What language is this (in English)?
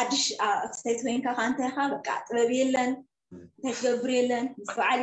Tigrinya